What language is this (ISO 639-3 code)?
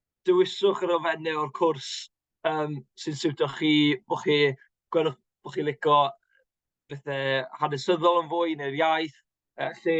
cym